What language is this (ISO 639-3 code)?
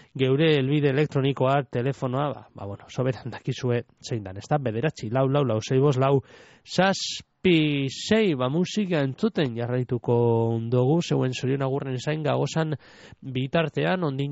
eus